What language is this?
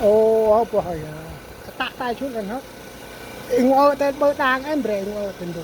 Central Mnong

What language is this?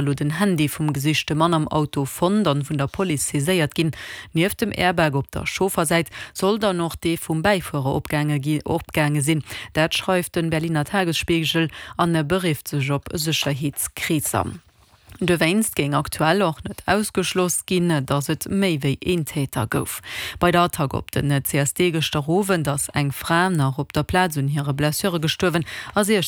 Luxembourgish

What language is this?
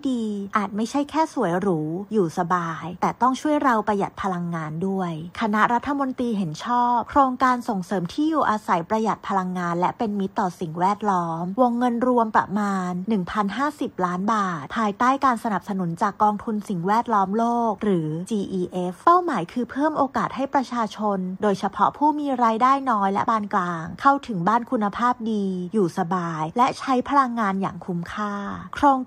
Thai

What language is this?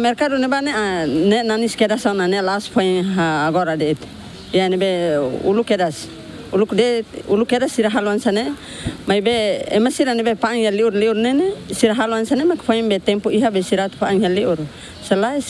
Tetum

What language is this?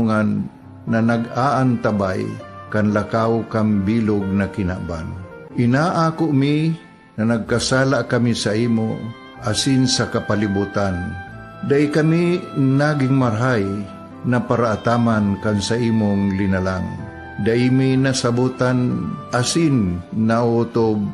Bikol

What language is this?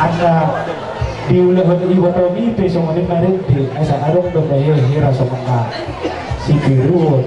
Batak Toba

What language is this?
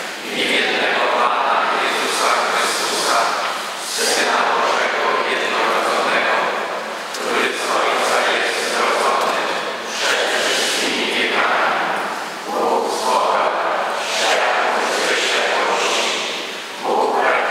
Polish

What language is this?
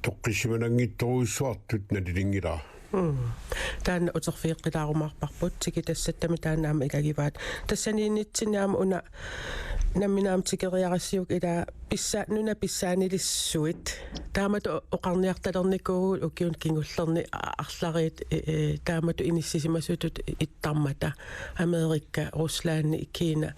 Kalaallisut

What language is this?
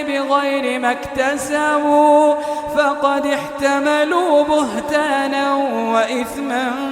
Maranao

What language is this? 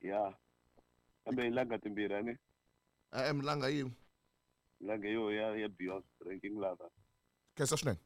Tsonga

